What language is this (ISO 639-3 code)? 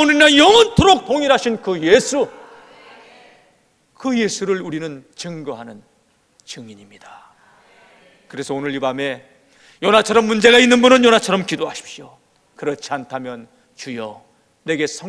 kor